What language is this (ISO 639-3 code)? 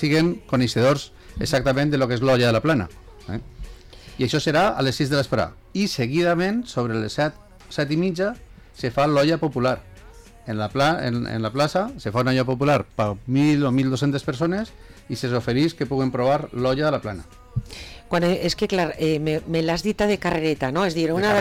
cat